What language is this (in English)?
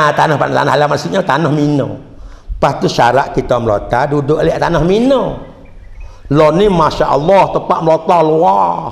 Malay